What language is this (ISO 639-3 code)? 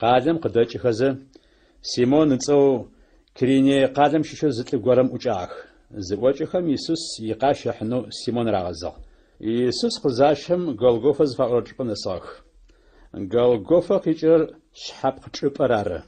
ady